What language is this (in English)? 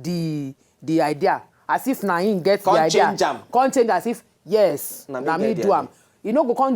Nigerian Pidgin